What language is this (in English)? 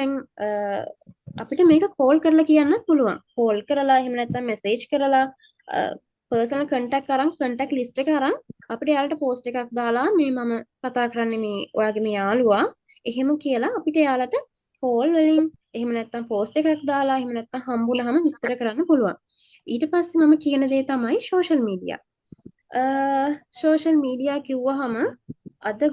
Sinhala